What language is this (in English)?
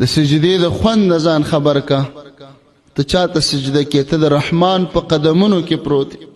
Pashto